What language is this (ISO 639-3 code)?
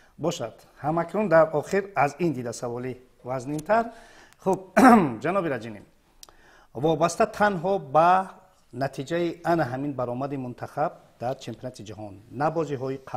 tgk